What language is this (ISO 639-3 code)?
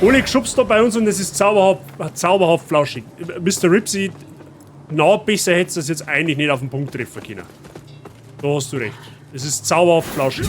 bar